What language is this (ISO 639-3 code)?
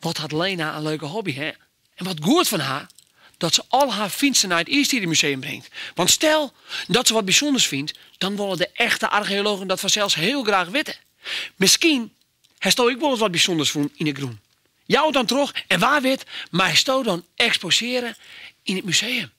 fry